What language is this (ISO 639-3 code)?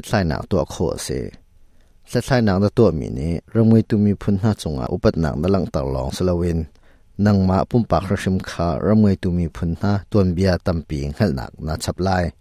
cnh